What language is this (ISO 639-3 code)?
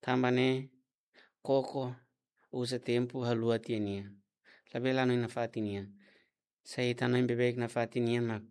tet